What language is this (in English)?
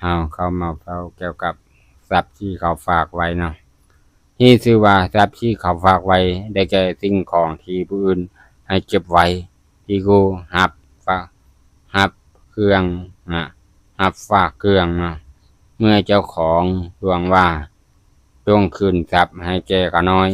Lao